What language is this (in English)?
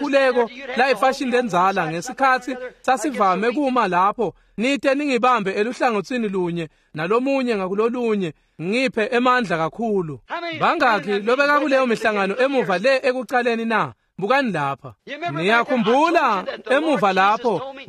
Swati